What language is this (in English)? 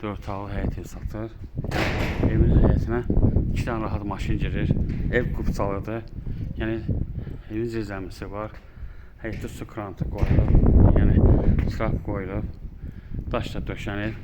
Azerbaijani